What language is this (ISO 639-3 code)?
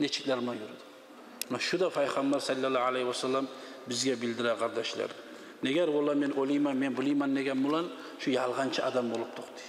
kum